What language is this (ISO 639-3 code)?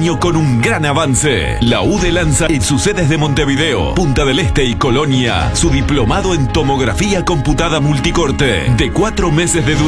spa